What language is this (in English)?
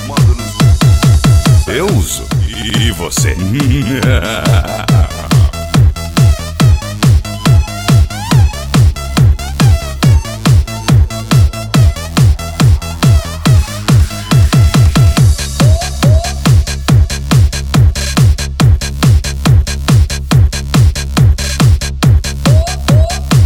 Portuguese